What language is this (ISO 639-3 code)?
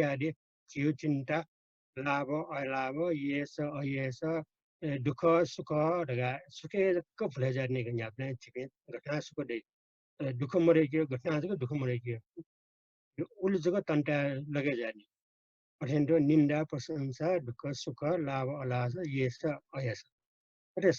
new